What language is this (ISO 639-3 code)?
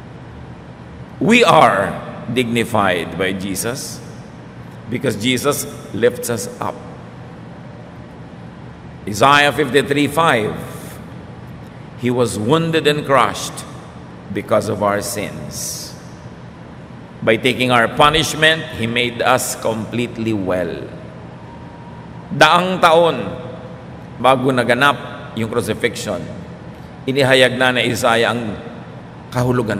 fil